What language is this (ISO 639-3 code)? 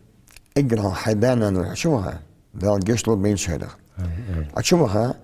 inh